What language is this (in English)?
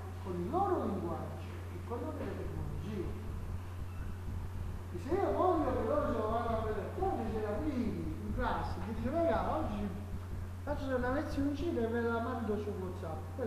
Italian